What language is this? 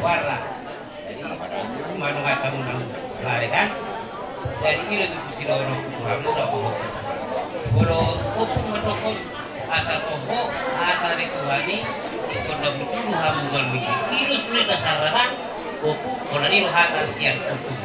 Batak Toba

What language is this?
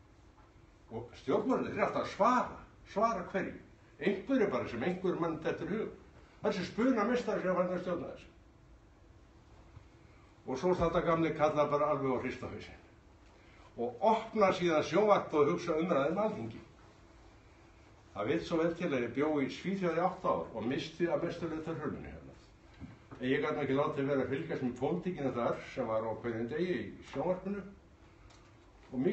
Icelandic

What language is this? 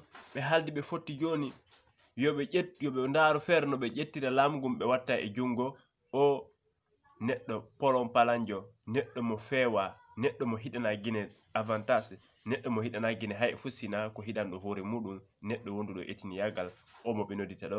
Fula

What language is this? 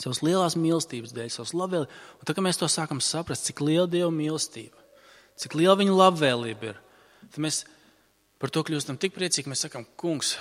Latvian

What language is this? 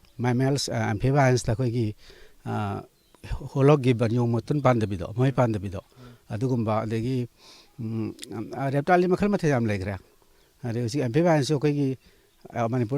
Manipuri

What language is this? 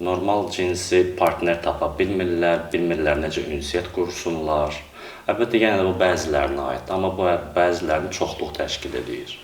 Azerbaijani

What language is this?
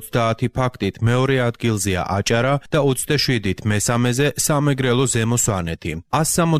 Georgian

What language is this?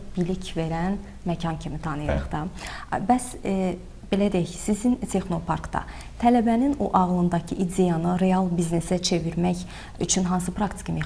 Azerbaijani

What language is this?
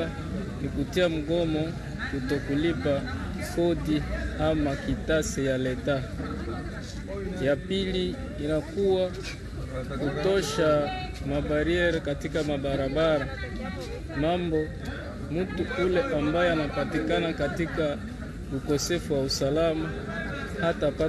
Swahili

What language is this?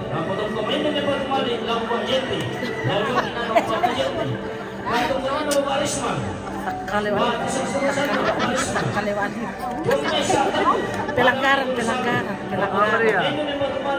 Toraja-Sa'dan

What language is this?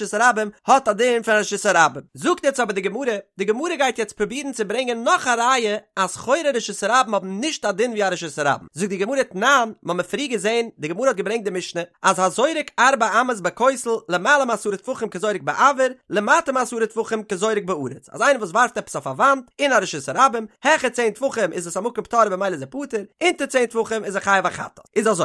Yiddish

